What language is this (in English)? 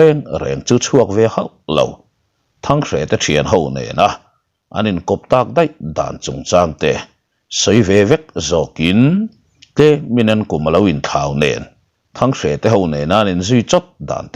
Mizo